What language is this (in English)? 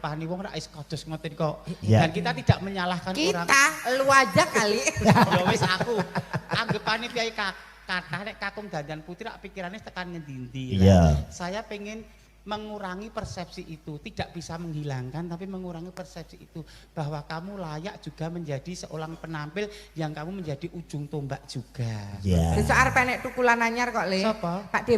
Javanese